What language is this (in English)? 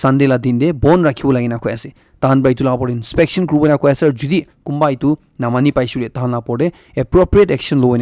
Naga Pidgin